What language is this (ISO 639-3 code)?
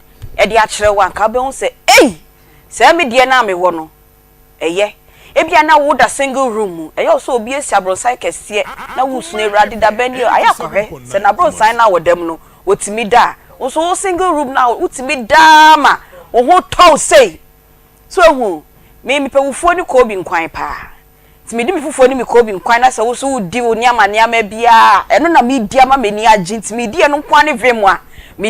aka